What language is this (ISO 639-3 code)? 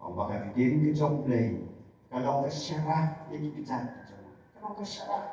kha